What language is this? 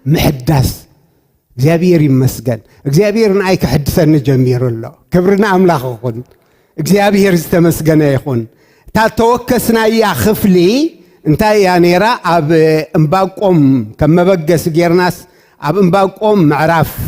Tigrinya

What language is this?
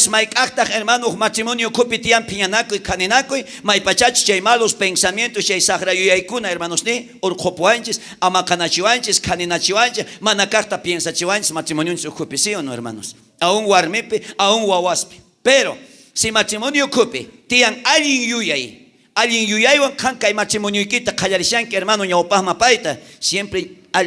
South Bolivian Quechua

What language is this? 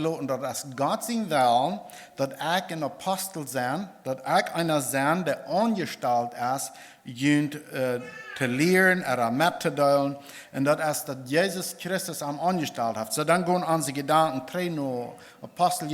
Plautdietsch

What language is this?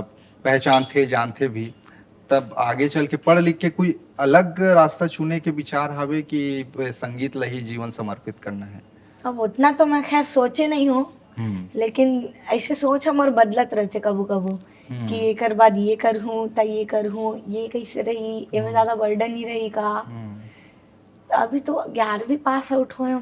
Chhattisgarhi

